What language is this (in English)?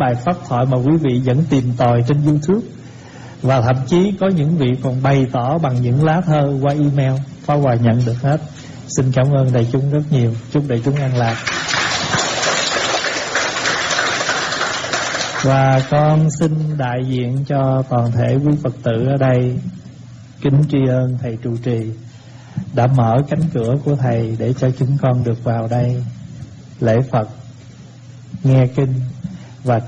Vietnamese